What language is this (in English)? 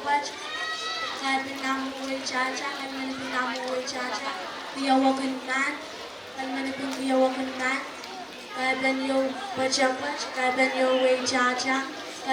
Pohnpeian